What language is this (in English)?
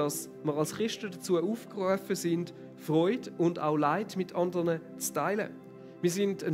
Swiss German